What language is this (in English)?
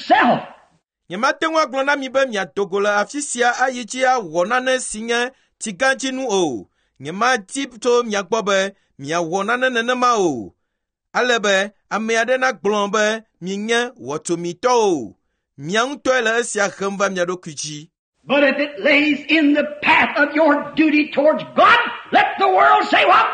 Ewe